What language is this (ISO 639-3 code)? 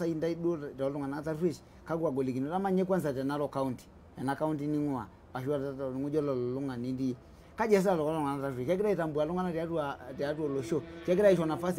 mas